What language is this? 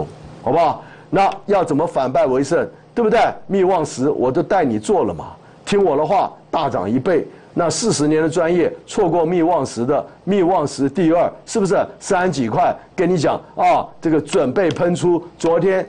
Chinese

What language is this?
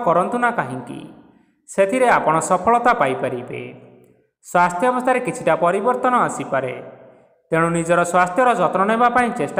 Odia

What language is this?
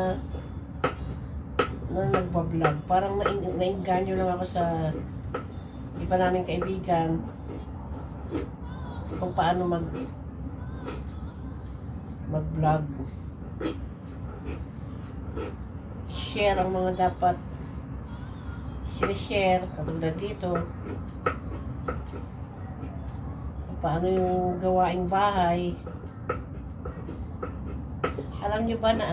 Filipino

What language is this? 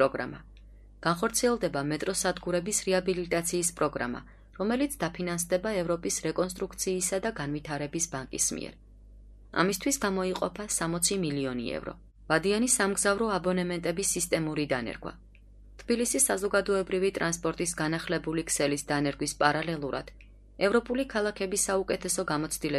Georgian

